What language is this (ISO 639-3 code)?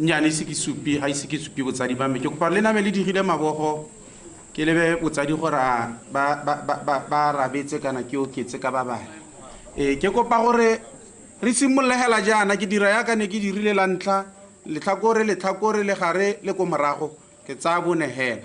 tsn